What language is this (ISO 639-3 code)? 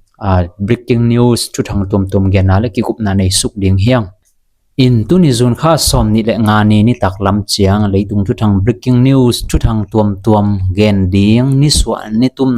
ctd